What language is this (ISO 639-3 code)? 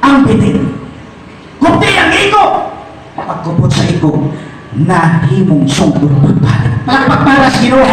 ceb